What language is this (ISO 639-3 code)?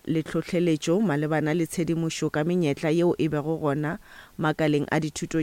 nso